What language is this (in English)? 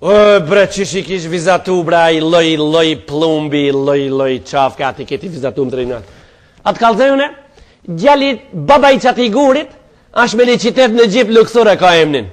Albanian